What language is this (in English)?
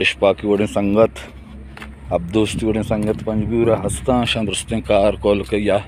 Baluchi